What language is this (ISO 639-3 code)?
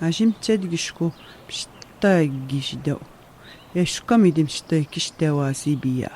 atj